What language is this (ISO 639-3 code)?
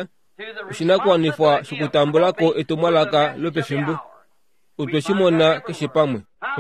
kua